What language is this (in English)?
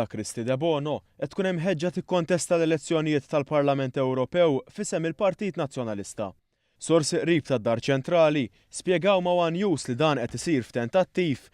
Maltese